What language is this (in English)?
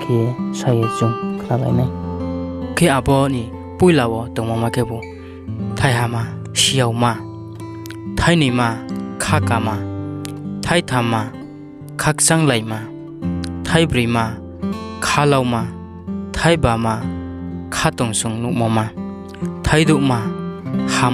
Riang (India)